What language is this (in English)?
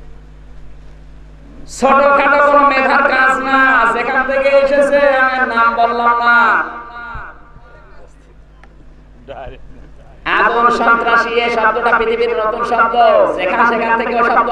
Bangla